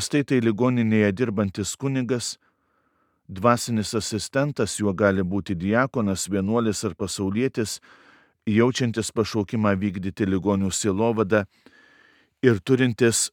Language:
Lithuanian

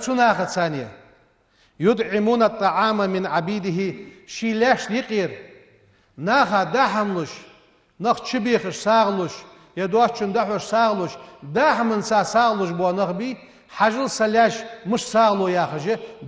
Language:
Ingush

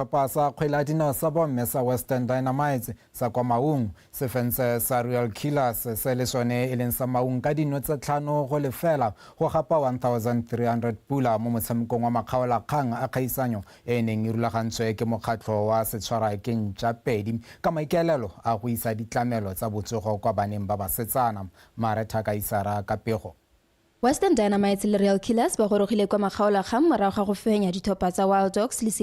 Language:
Tswana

